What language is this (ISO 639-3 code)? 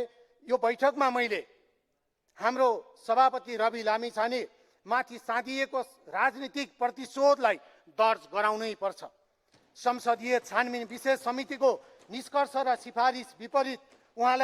nep